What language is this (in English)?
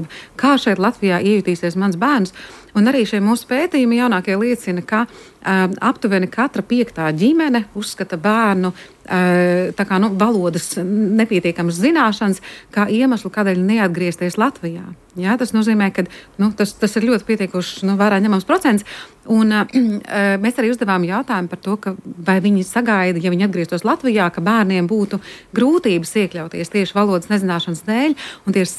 Latvian